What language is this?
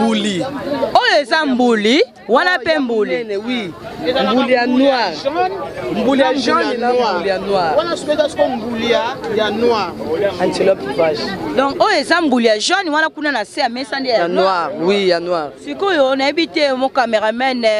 Lingala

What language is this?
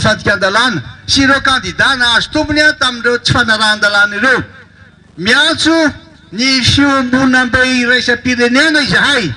Malagasy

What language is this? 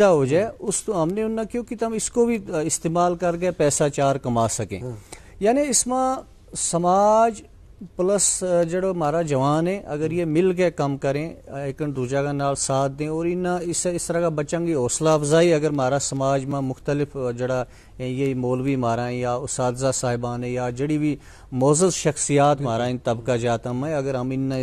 Gujari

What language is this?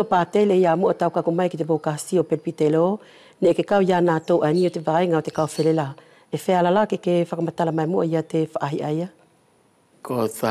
Wallisian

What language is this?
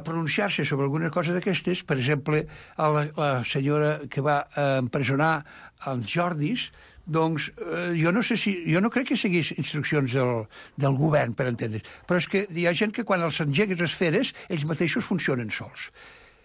Catalan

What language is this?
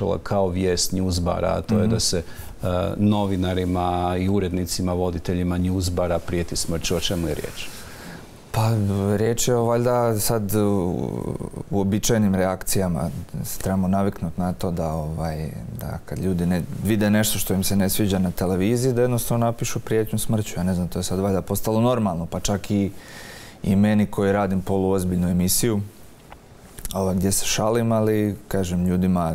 Croatian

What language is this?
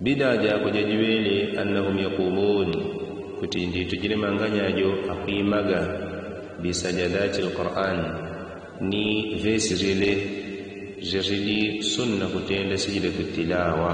Yao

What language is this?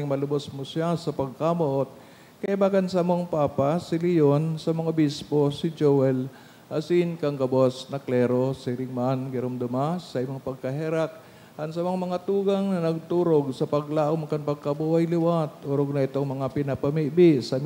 Bikol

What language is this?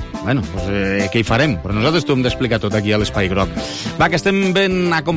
Catalan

